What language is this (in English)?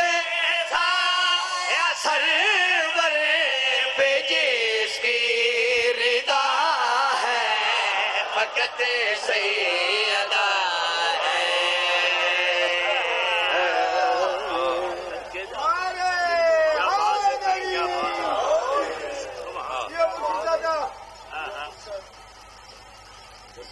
Urdu